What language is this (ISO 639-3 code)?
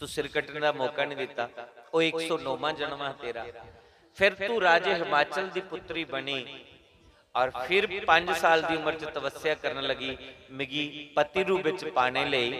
doi